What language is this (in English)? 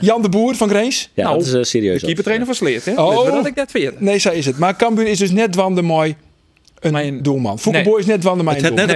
Western Frisian